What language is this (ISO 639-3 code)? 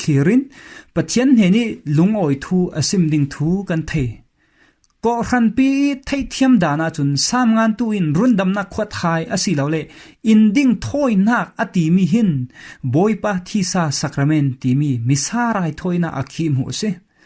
cfm